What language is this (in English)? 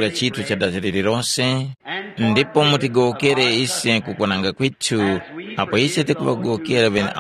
Tumbuka